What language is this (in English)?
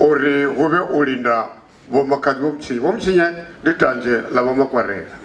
Venda